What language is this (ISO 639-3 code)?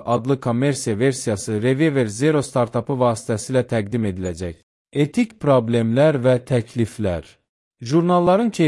aze